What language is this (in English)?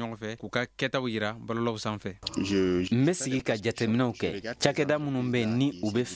Bambara